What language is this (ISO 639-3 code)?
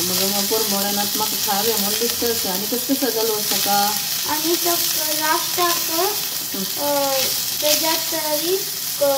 kok